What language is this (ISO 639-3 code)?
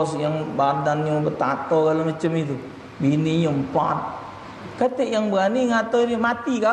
mui